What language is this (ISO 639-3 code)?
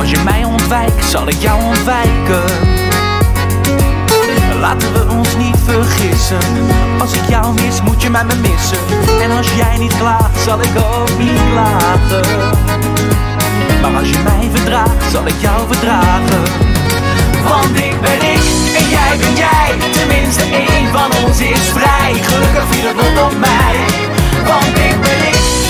nld